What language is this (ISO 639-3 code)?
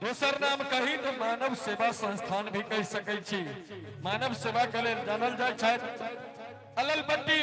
mai